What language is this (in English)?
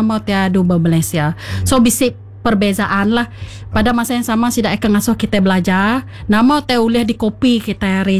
Iban